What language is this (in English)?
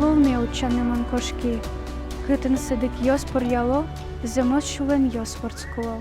Udmurt